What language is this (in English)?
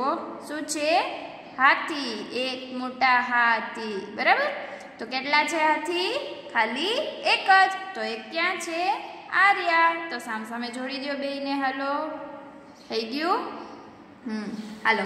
Gujarati